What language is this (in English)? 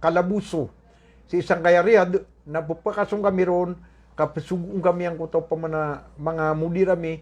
Maranao